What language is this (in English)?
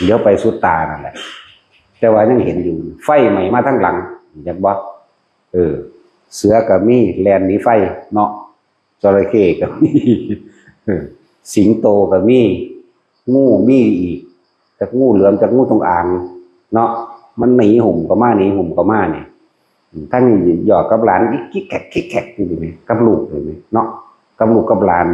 Northeastern Thai